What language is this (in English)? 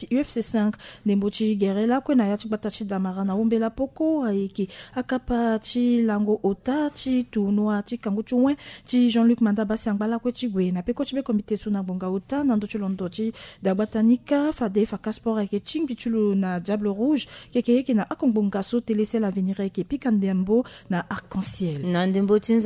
Sango